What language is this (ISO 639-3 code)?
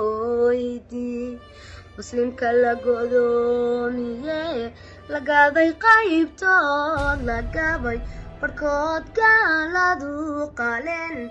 som